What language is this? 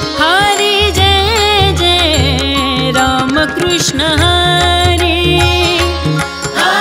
Marathi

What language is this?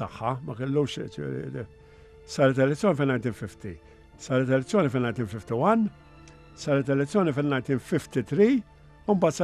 Maltese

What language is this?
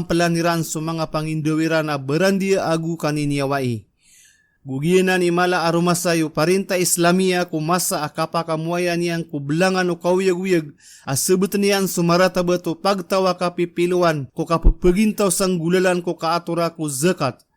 Maranao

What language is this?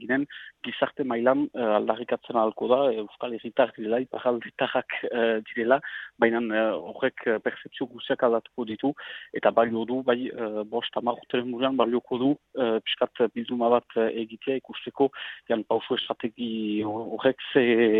Basque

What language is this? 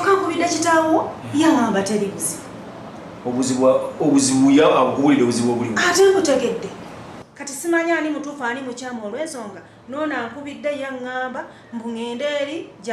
Ganda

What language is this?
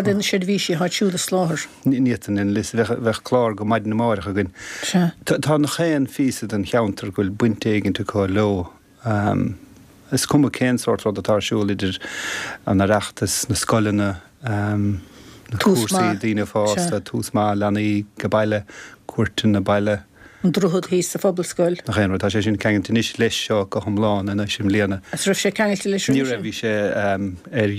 Irish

